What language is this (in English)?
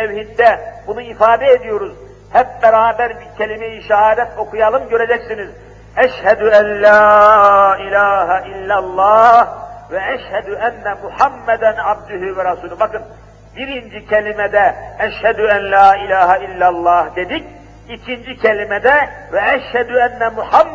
Turkish